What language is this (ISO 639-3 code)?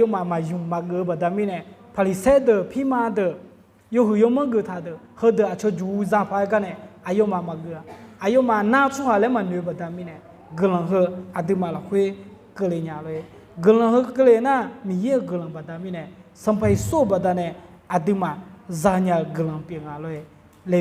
ahk